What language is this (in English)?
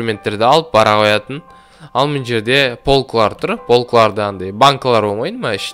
Kazakh